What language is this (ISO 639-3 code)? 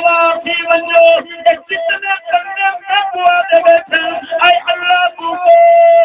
skr